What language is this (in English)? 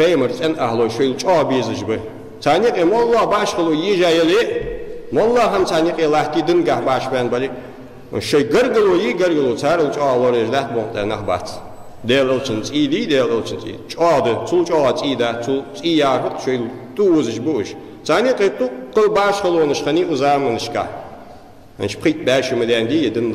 Ingush